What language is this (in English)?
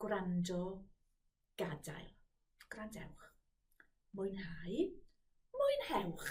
Welsh